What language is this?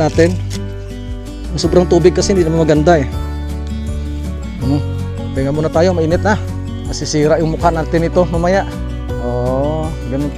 Filipino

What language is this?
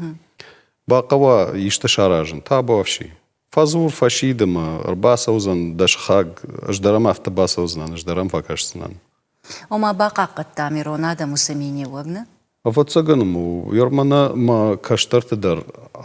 Ossetic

